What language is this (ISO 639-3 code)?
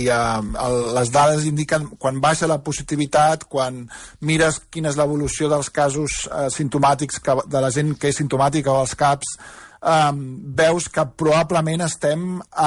cat